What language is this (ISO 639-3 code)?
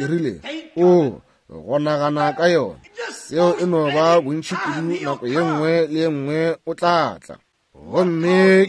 nso